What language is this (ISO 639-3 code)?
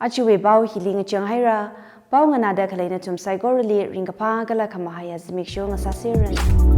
nmf